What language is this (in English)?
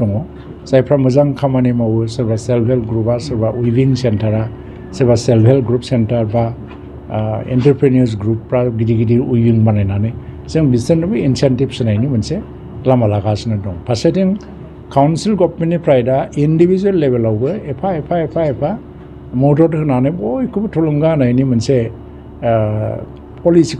Bodo